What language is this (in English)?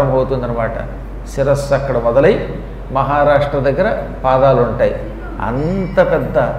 Telugu